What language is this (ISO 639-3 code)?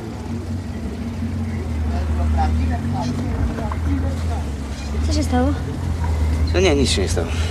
pol